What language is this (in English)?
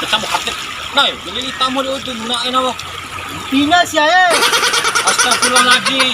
Bima